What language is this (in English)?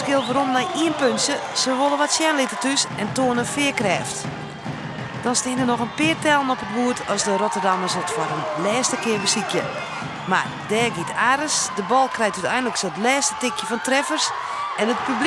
Western Frisian